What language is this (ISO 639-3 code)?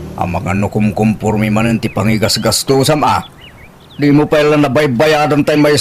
ilo